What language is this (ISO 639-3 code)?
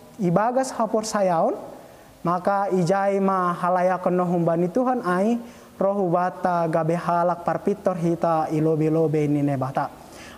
bts